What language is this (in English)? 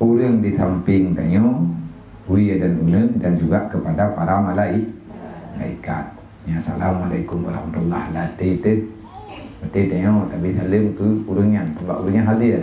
Achinese